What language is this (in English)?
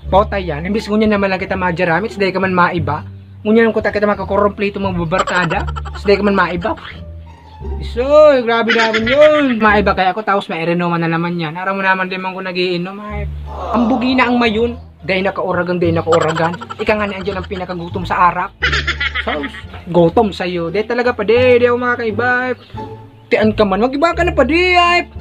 Bikol